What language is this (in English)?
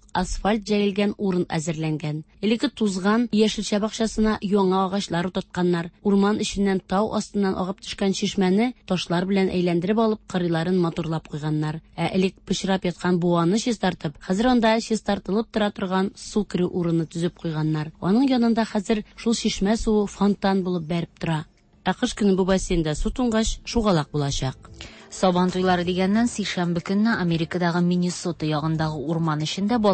Tatar